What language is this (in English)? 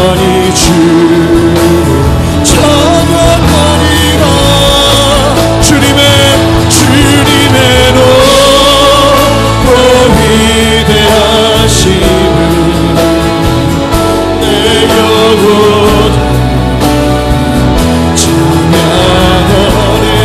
Korean